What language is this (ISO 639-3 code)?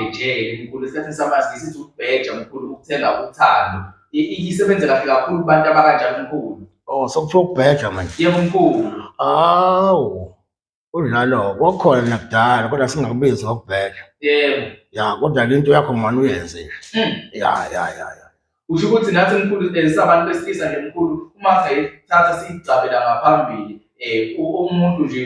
zul